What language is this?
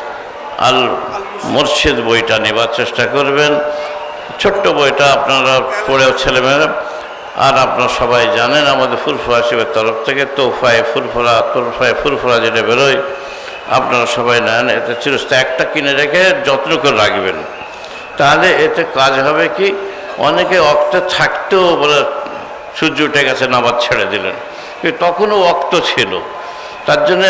Bangla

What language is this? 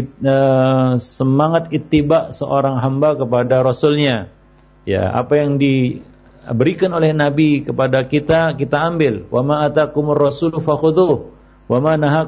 Indonesian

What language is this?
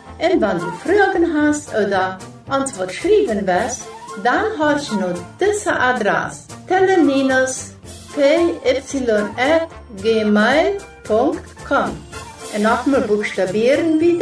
Plautdietsch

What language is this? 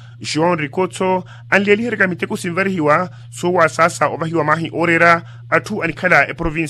Makhuwa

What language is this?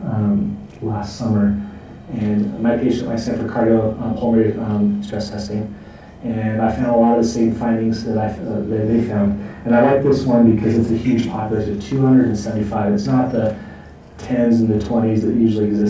English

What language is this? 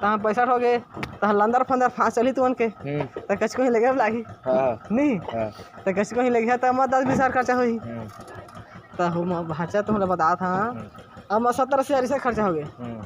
Chhattisgarhi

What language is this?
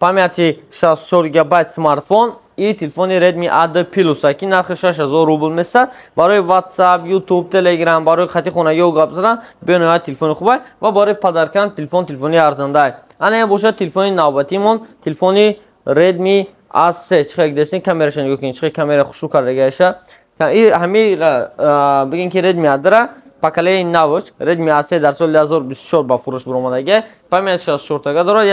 Tajik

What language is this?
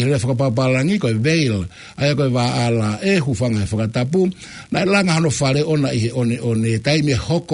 Tongan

